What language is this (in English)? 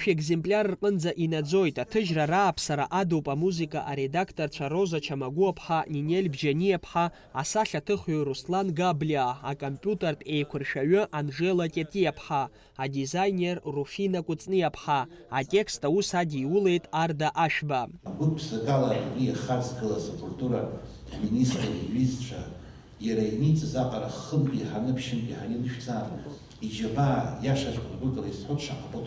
Abkhazian